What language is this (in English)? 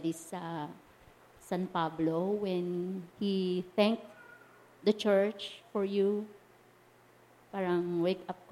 Filipino